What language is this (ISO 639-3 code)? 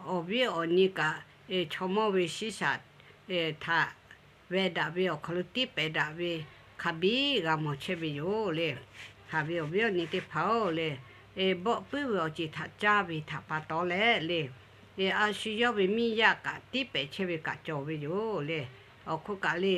lhu